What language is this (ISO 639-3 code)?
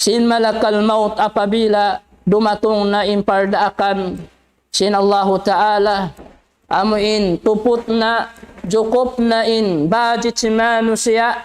tsg